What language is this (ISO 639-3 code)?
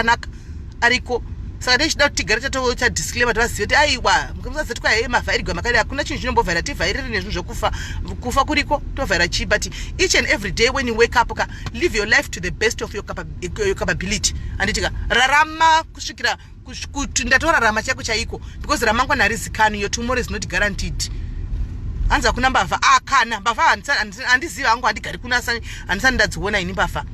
sna